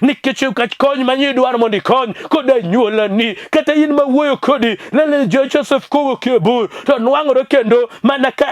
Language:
Luo (Kenya and Tanzania)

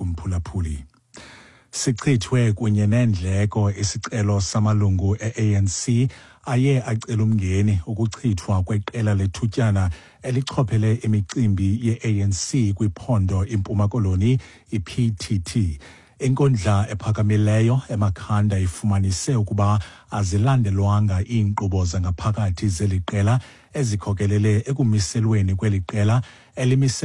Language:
Xhosa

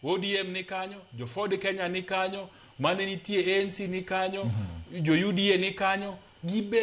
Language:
Luo (Kenya and Tanzania)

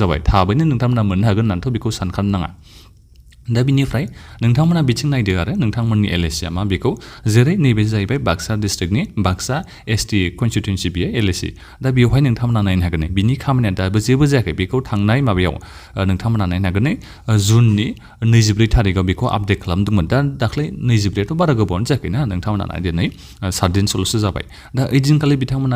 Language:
Bodo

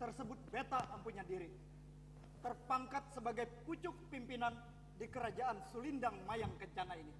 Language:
Banjar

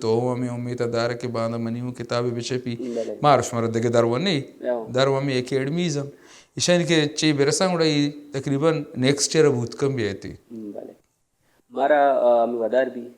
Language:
Baluchi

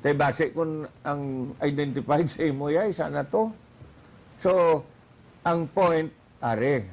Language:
Hiligaynon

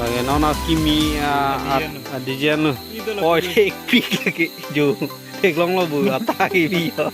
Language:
Karbi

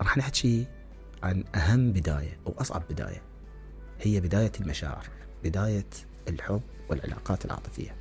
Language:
Mesopotamian Arabic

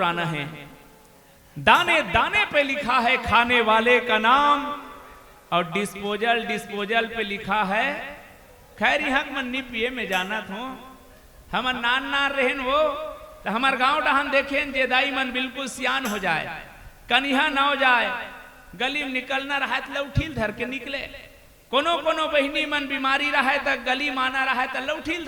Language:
Chhattisgarhi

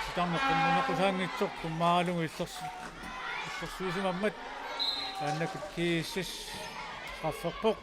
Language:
Kalaallisut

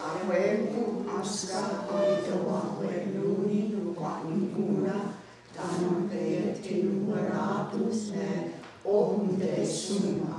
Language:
Mohawk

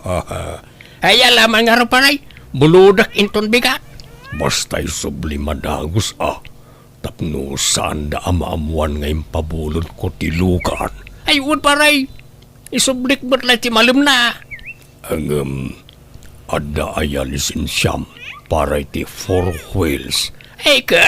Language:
Iloko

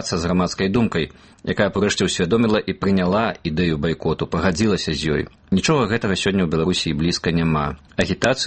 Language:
Belarusian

